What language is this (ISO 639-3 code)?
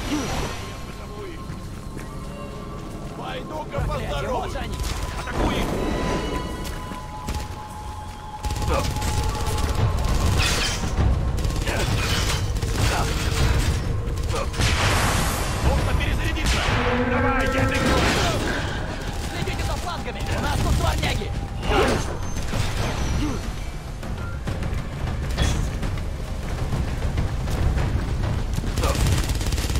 rus